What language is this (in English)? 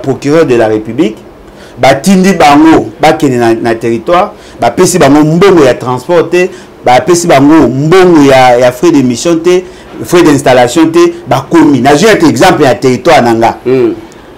Lingala